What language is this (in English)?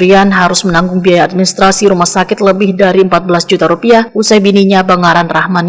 Banjar